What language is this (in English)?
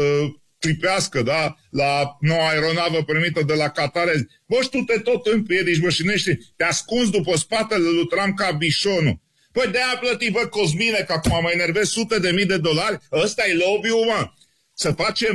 Romanian